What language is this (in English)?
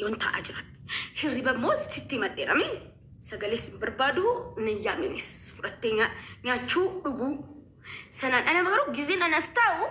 Oromo